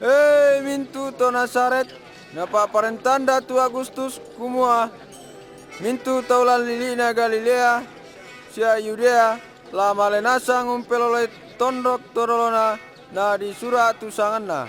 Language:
Toraja-Sa'dan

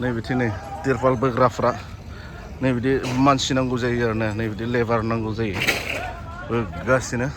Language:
Bodo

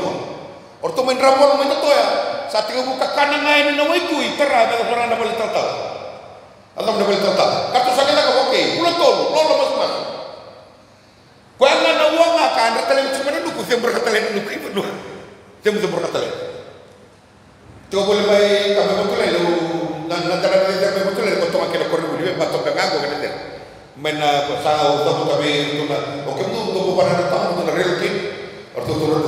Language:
Malay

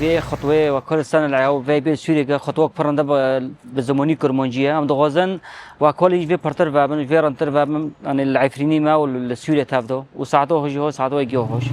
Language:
Kurdish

